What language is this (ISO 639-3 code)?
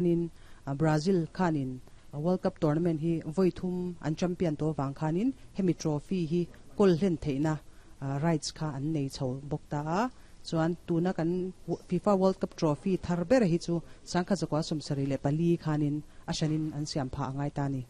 lus